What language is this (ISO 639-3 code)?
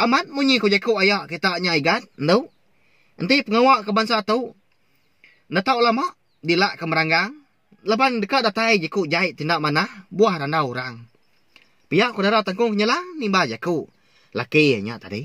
iba